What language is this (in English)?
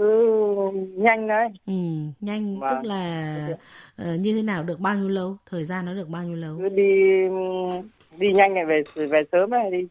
Vietnamese